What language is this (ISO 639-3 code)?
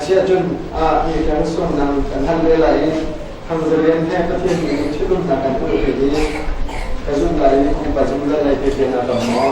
cnh